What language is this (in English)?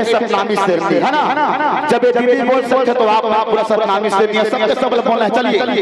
Chhattisgarhi